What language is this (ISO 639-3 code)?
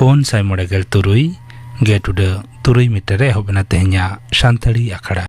sat